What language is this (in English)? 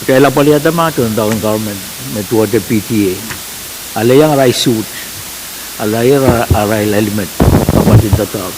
Pohnpeian